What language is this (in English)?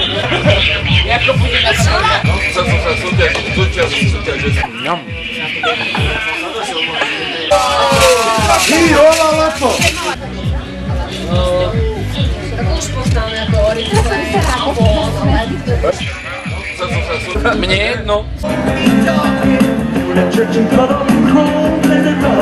Slovak